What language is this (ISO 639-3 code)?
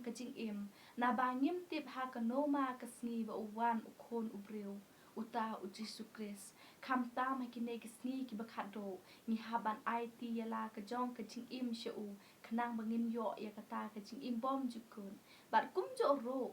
kha